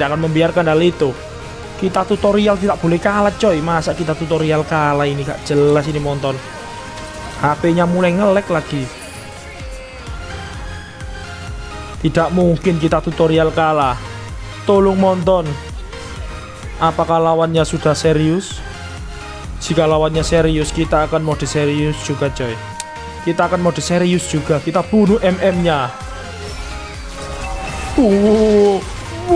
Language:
Indonesian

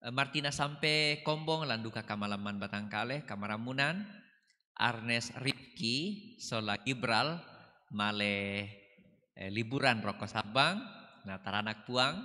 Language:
Toraja-Sa'dan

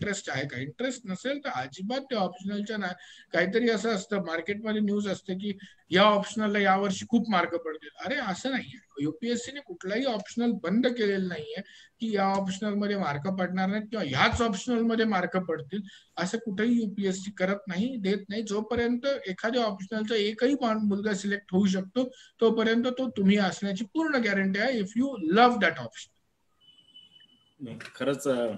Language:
Marathi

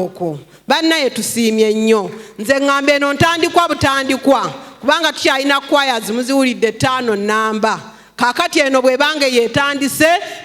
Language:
Ganda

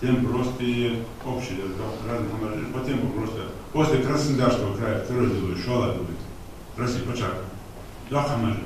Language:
Ingush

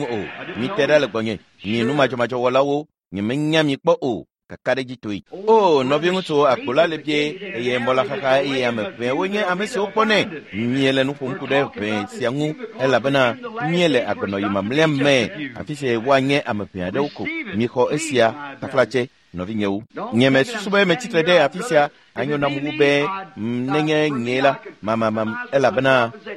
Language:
Ewe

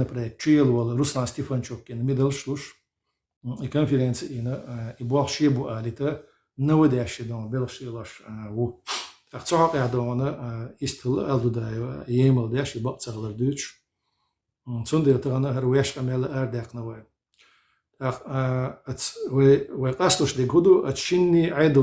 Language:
Chechen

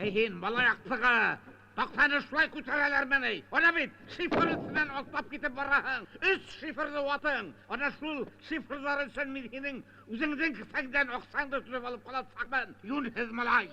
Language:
Bashkir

